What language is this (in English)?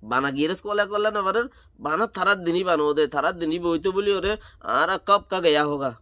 Rohingya